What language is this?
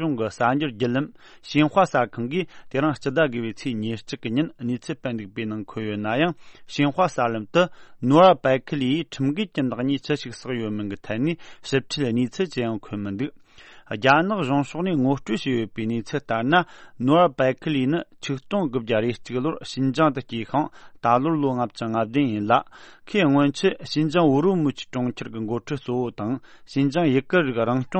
Tibetan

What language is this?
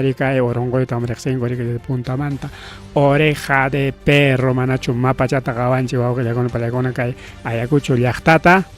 Ayacucho Quechua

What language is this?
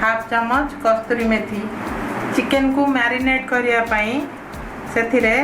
Odia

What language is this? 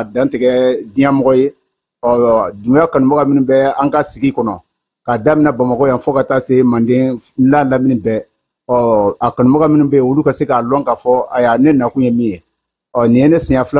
Bambara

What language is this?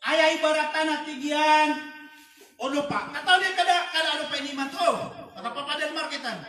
Maranao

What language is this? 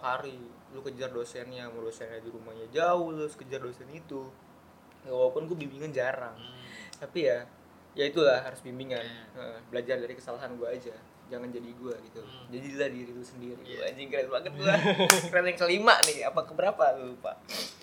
Indonesian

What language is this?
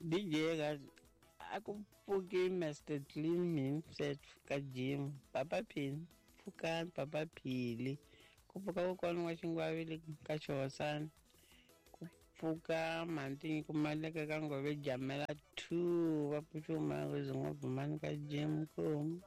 Tsonga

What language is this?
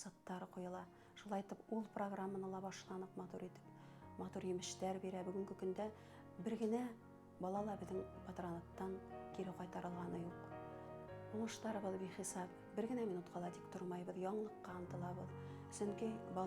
Bashkir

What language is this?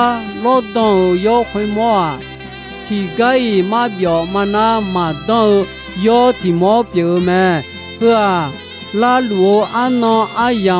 Akha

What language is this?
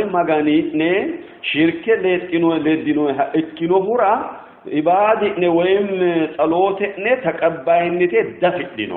Sidamo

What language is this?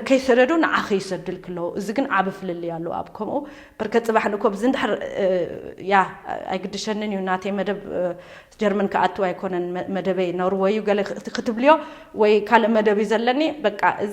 Tigrinya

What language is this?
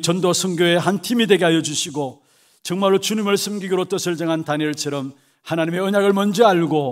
Korean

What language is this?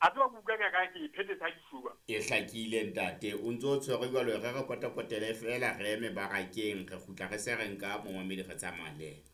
Southern Sotho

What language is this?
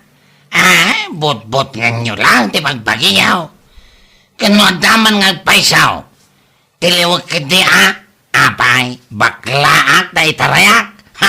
Iloko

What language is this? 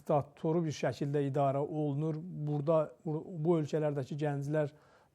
Azerbaijani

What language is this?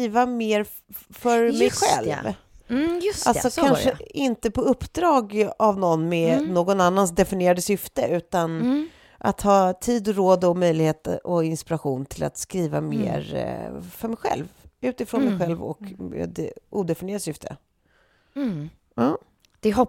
Swedish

